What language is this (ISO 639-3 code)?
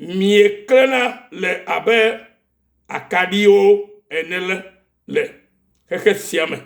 ewe